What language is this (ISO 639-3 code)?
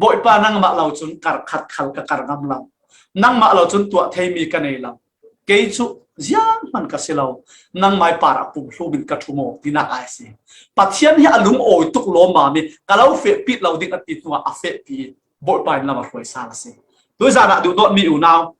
cfm